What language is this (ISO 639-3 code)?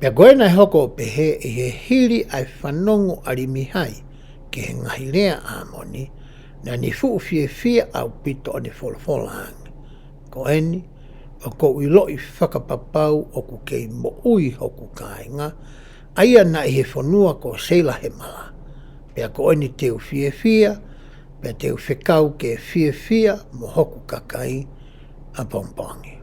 ton